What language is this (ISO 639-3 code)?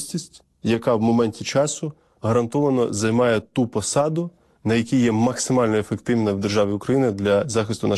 ukr